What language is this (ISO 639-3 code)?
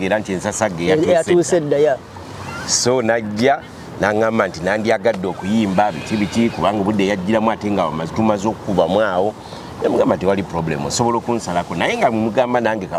lug